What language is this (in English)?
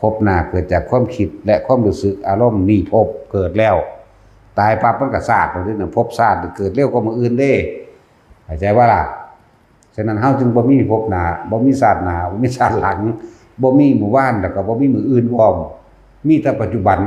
Northeastern Thai